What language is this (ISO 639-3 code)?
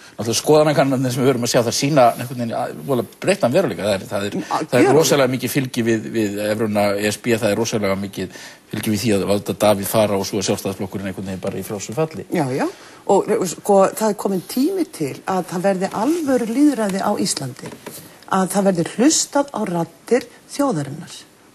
isl